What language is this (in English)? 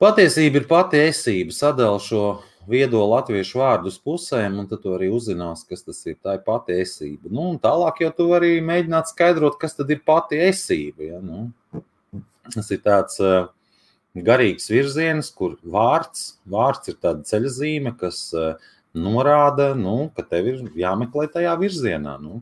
Latvian